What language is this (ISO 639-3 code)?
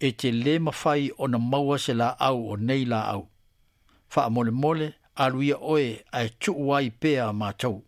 smo